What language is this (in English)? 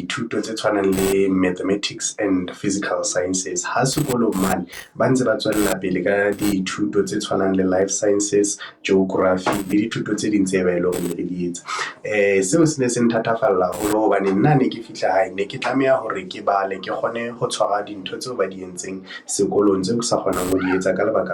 Southern Sotho